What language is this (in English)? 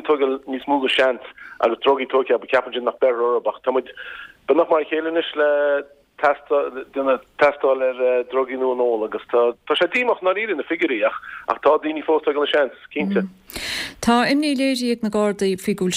Irish